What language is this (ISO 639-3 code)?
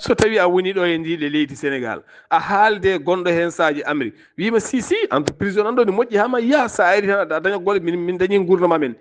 ful